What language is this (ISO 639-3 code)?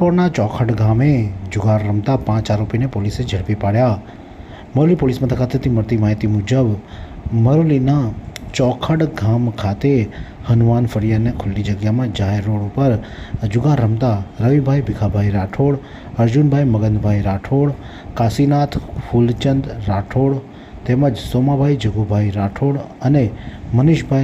guj